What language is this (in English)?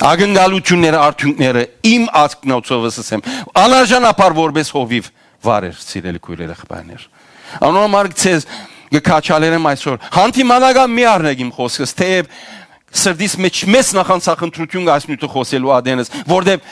Western Armenian